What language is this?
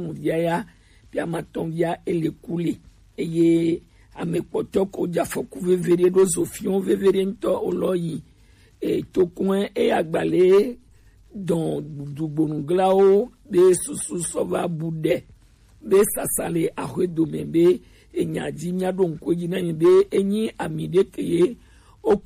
Gen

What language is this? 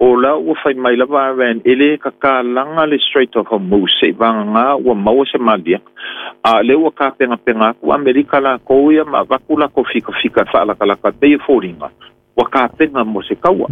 Samoan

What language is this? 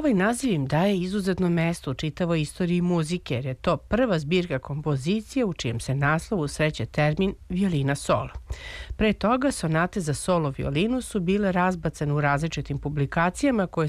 Serbian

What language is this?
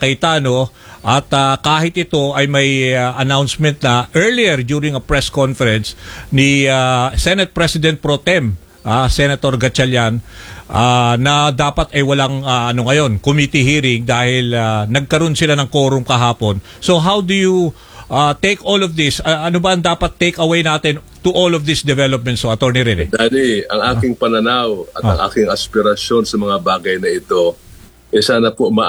Filipino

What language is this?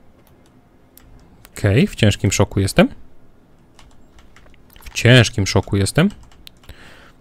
Polish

